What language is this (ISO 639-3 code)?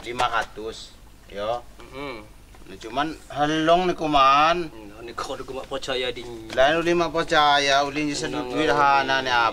ljp